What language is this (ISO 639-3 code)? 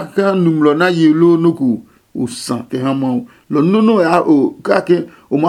ada